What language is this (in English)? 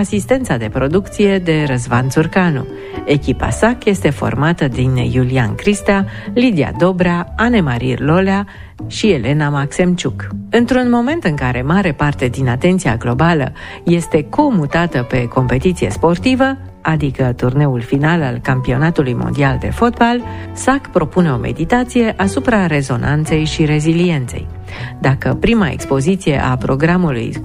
Romanian